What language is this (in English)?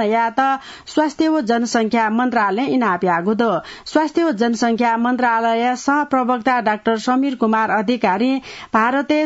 Newari